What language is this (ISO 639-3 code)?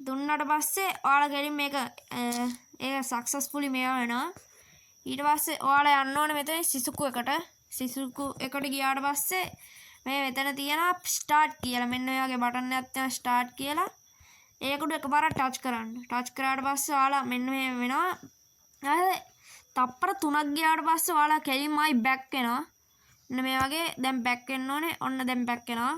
sin